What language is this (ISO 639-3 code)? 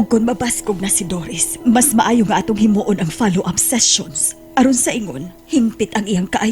ceb